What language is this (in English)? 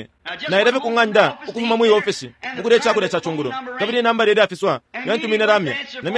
Bemba